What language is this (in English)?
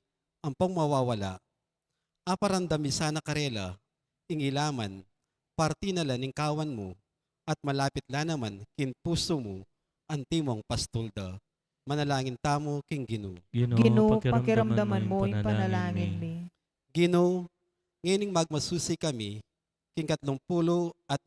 Pampanga